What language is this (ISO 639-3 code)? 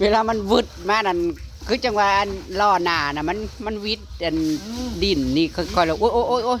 tts